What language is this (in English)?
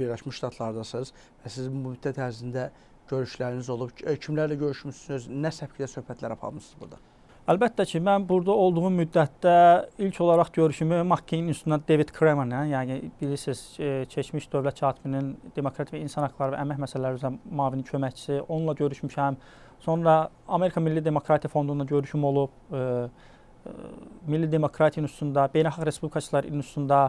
Azerbaijani